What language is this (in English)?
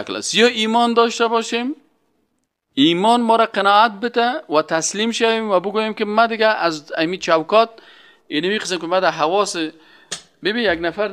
Persian